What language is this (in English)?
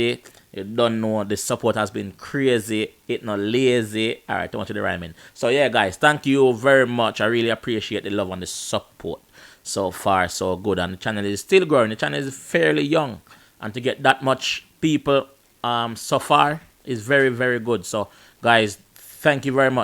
Jamaican Creole English